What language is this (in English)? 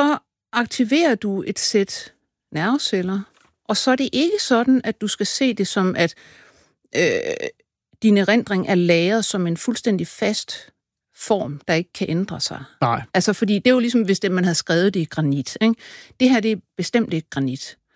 Danish